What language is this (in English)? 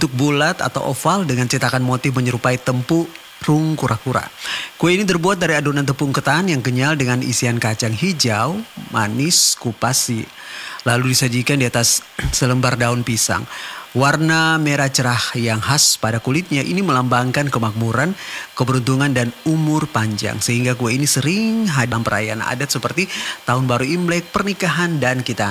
Indonesian